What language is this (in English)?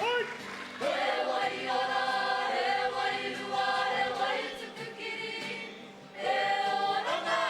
Māori